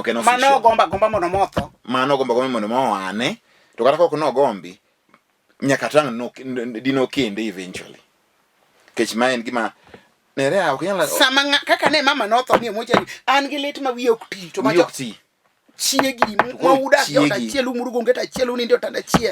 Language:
Luo (Kenya and Tanzania)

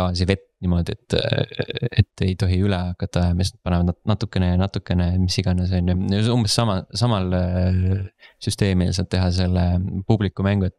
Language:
Estonian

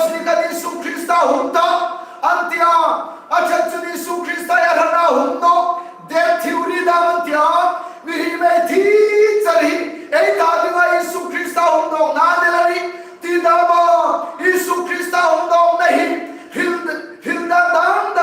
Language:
Hmar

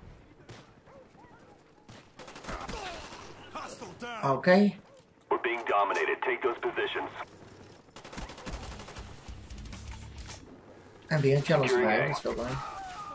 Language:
Dutch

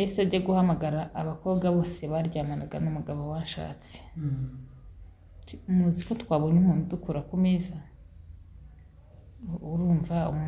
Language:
Kinyarwanda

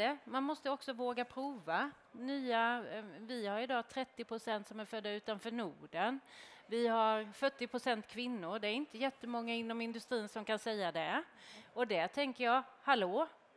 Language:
Swedish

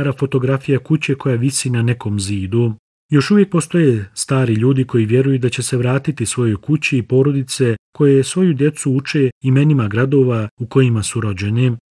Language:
Bosnian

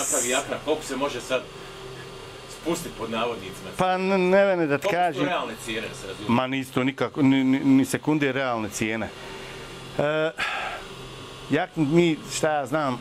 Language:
Bosnian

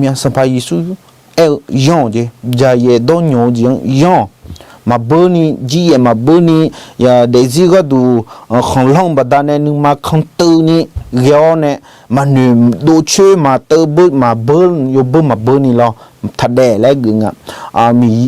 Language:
Akha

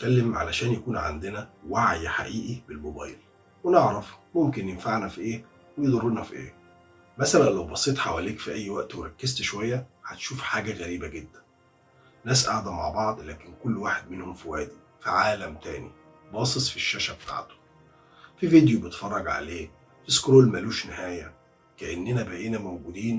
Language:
Egyptian Arabic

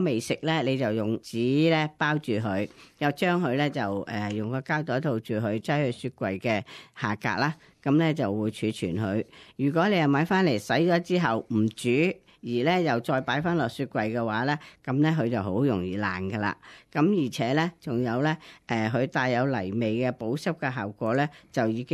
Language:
Cantonese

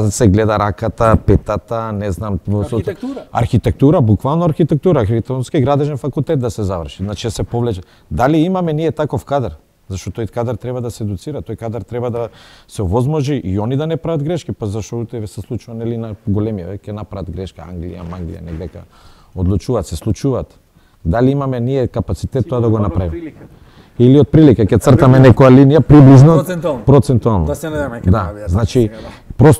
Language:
Macedonian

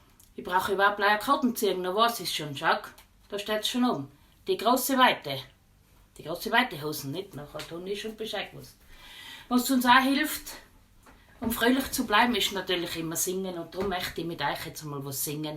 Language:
Bavarian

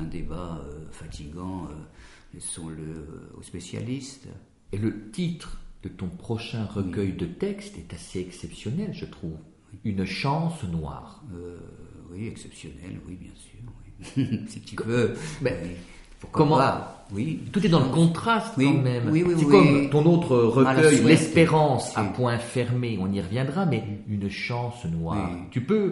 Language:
French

